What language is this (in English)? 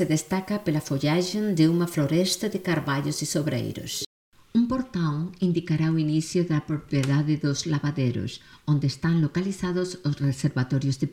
Galician